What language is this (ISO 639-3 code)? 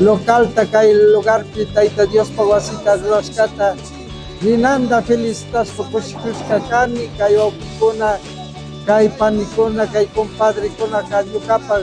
qvi